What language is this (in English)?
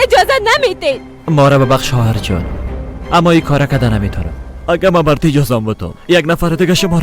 Persian